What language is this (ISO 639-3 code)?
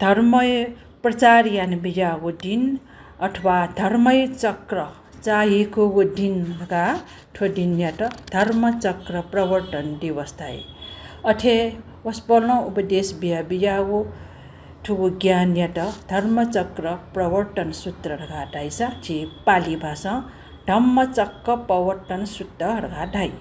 new